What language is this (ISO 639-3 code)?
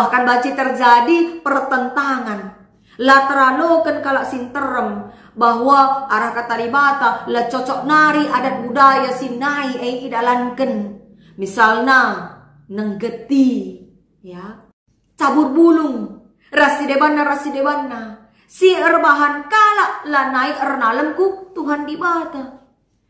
btx